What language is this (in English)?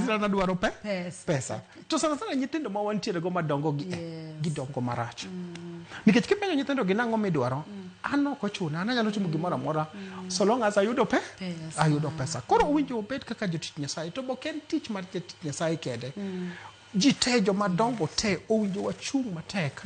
Luo (Kenya and Tanzania)